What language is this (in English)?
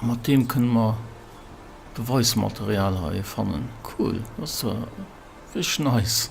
Luxembourgish